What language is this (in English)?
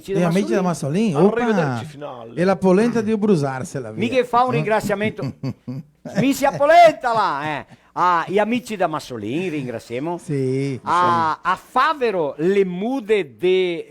Venetian